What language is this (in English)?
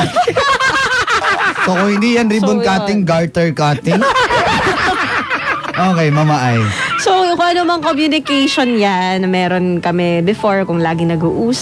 Filipino